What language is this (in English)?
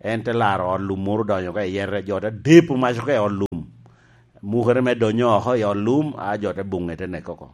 Lango (Uganda)